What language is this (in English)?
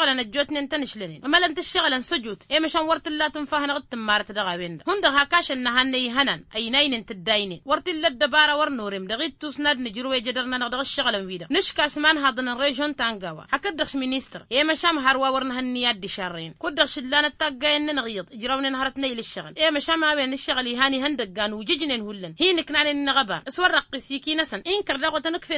Tamasheq